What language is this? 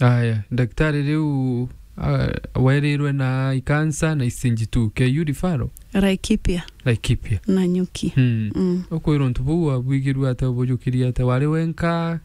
Meru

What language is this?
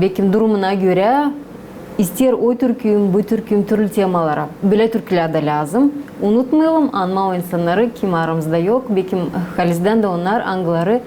Gagauz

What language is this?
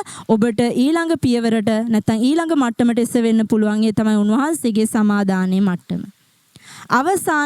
Sinhala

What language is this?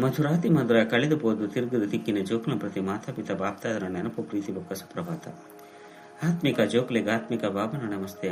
Tulu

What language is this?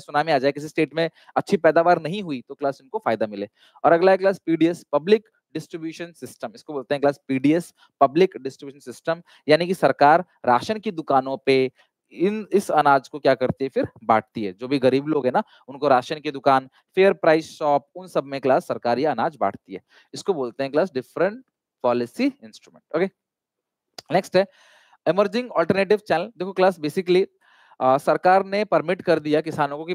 Hindi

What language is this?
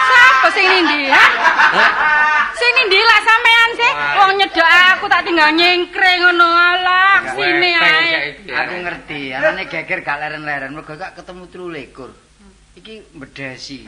Javanese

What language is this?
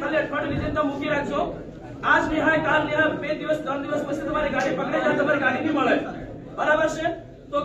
Gujarati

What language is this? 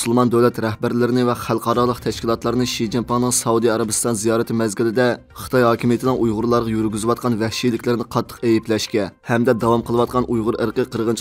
Uyghur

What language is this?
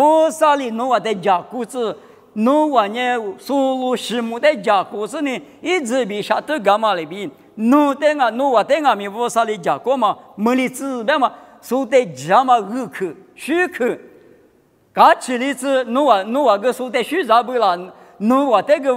Lisu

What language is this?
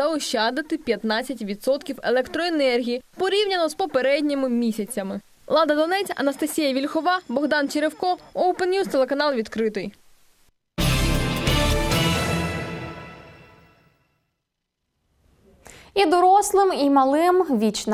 Ukrainian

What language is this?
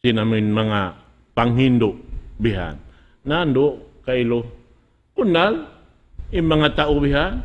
Tausug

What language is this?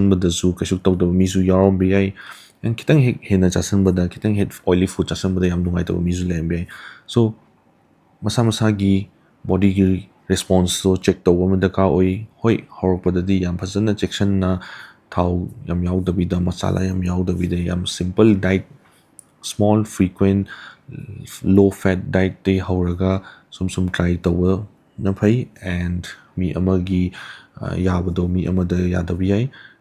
Manipuri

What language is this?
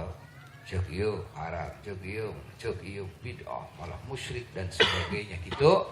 Sundanese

